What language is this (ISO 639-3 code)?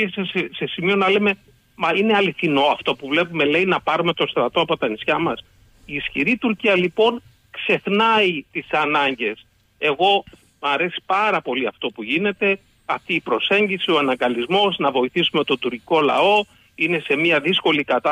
ell